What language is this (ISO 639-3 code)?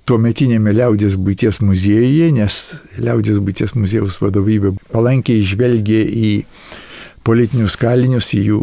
lit